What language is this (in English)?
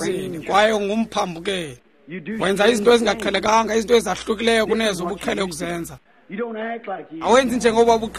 Xhosa